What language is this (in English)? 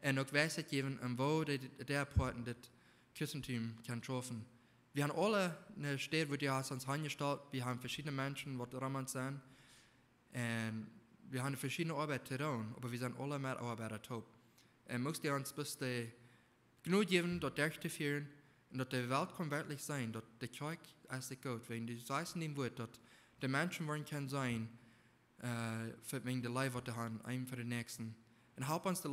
Plautdietsch